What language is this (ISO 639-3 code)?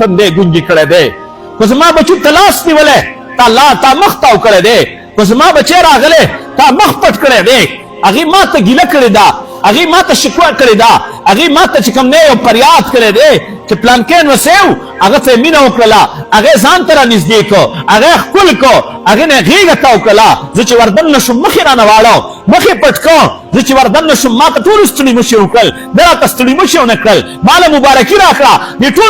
pus